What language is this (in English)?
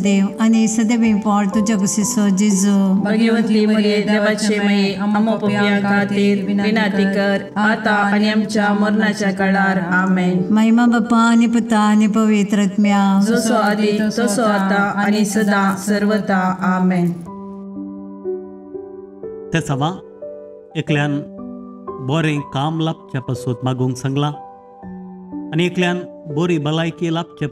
Konkani